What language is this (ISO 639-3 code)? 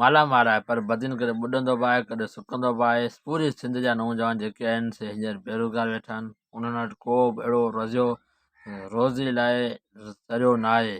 snd